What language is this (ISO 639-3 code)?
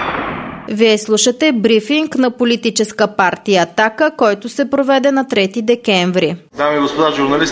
bul